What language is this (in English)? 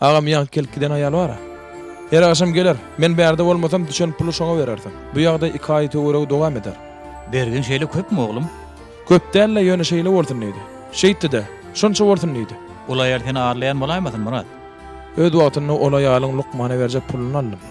Turkmen